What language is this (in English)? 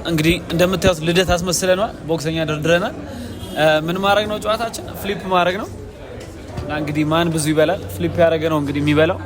Amharic